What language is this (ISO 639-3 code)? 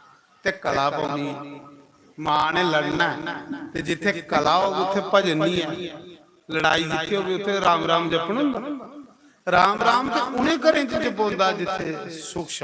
doi